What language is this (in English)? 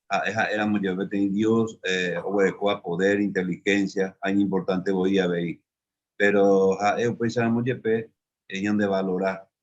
Guarani